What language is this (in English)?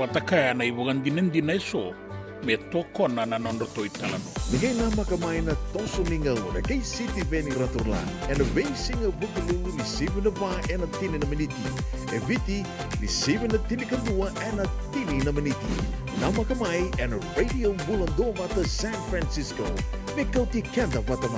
Fijian